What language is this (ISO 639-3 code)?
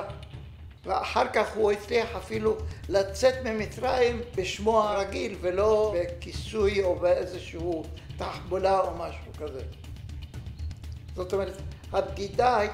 heb